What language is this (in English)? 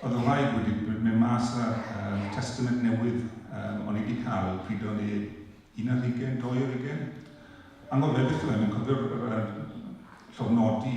Welsh